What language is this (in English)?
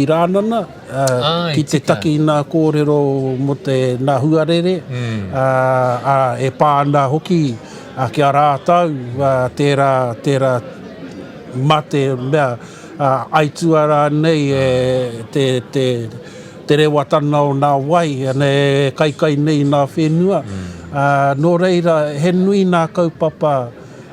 Māori